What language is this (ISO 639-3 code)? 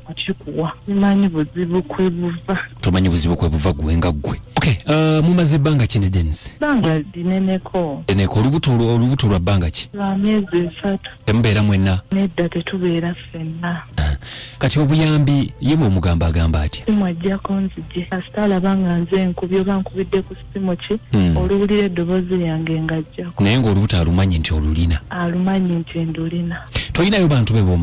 lug